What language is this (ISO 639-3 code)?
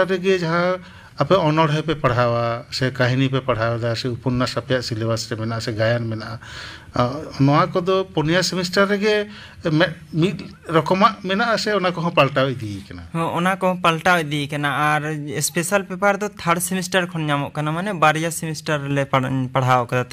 sat